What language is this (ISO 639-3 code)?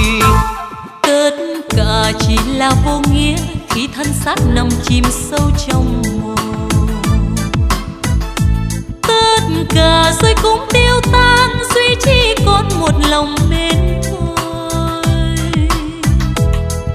vie